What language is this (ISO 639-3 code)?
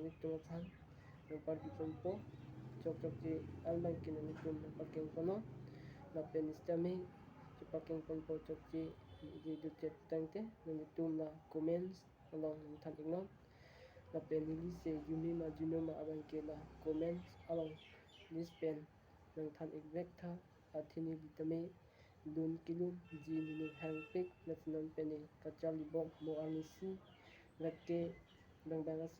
mjw